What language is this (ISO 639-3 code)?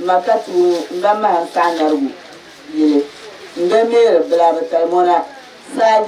dag